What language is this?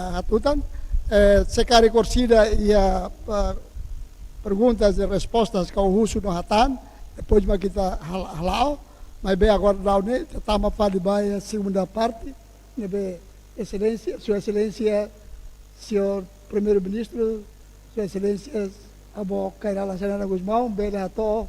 Tetum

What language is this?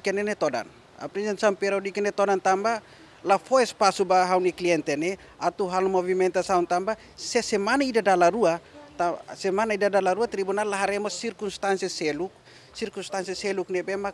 Tetum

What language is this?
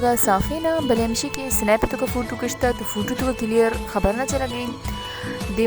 Baluchi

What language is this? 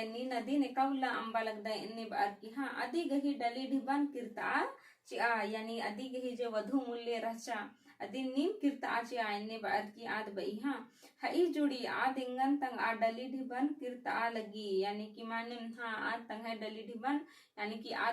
Kurukh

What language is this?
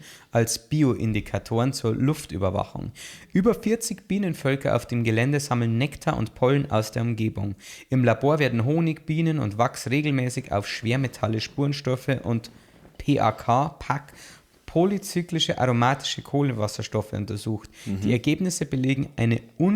Bavarian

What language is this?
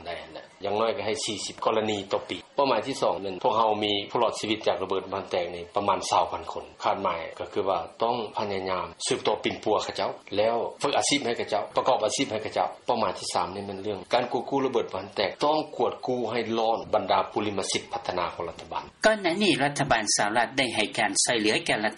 Lao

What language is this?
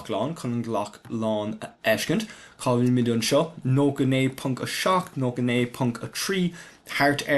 Irish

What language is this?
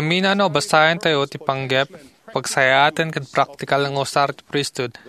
Iloko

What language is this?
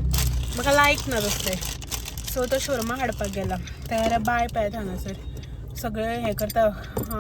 Konkani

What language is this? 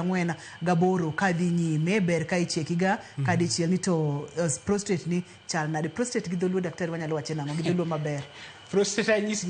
Luo (Kenya and Tanzania)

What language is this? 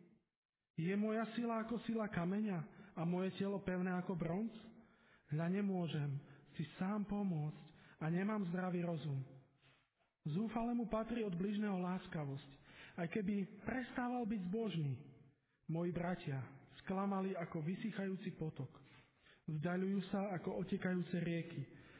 Slovak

